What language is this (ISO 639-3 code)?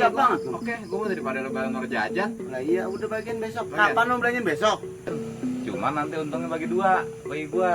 bew